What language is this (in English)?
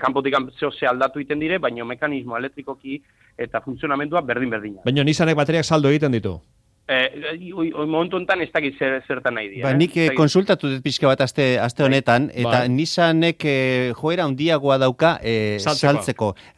Basque